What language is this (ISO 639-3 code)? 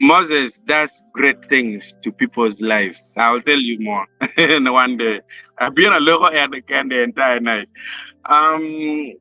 ach